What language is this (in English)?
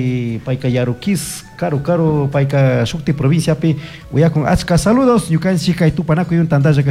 Chimborazo Highland Quichua